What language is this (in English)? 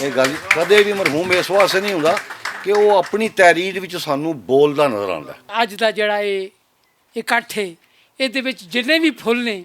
Western Panjabi